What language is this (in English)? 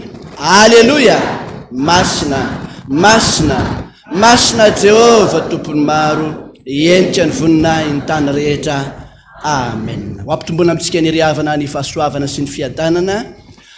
Malagasy